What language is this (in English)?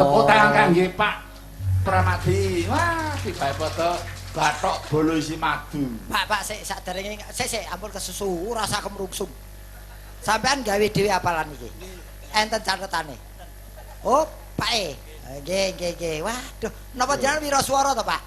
Javanese